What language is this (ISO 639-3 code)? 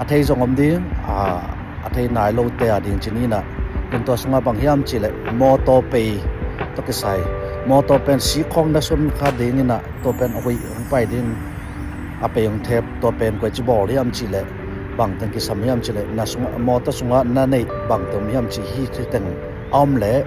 ctd